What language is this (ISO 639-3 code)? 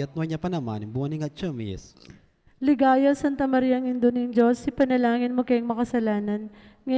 pam